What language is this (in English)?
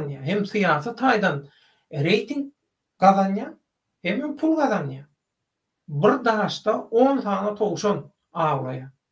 Turkmen